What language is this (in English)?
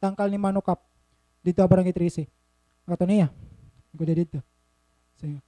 Waray